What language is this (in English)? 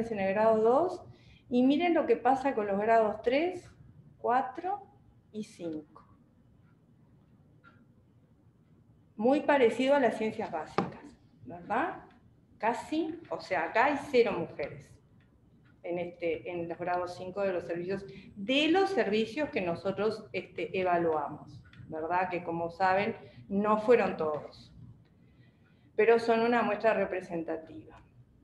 Spanish